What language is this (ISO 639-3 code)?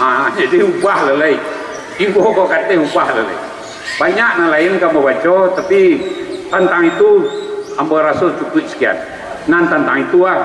min